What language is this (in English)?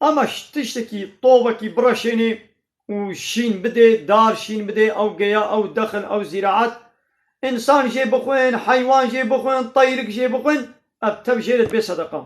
Kurdish